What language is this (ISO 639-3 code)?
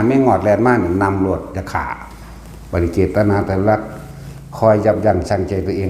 tts